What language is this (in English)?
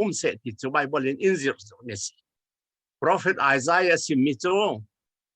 Falam Chin